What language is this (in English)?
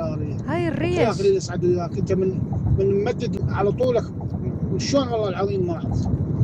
Mesopotamian Arabic